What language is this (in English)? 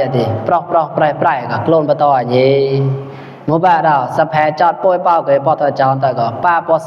Mon